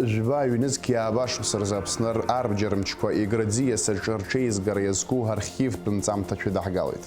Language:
Abkhazian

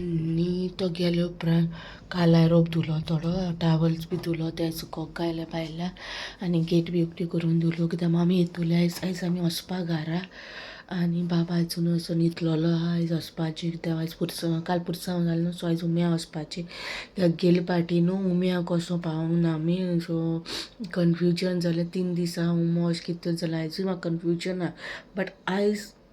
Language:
Konkani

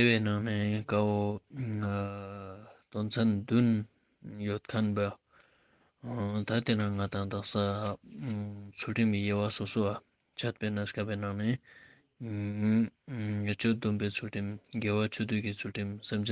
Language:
Ladakhi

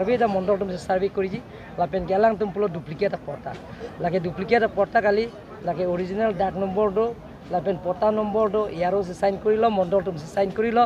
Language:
Karbi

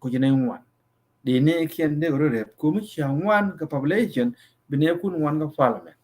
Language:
Nuer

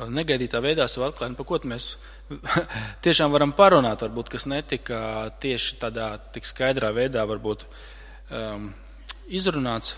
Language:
Latvian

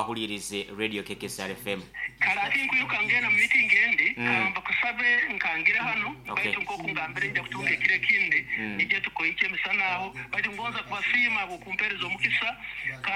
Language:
Nyoro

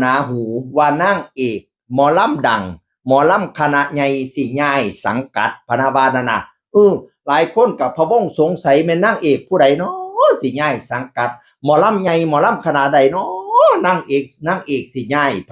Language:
Northeastern Thai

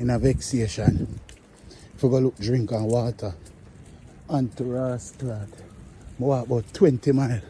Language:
Jamaican Creole English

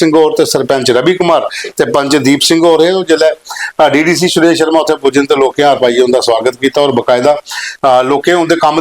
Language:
Dogri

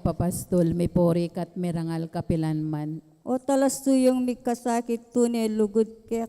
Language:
Pampanga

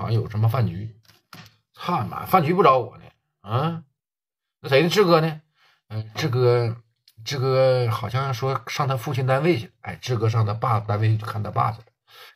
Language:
Chinese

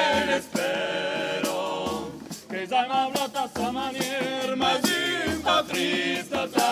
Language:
Occitan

